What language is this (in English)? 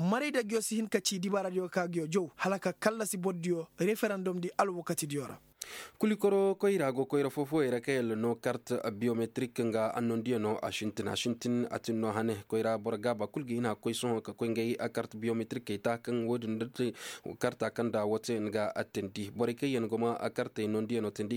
Koyraboro Senni